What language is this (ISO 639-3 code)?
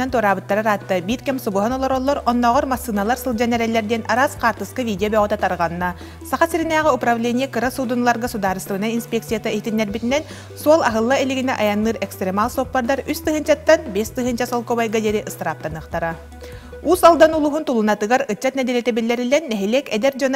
sah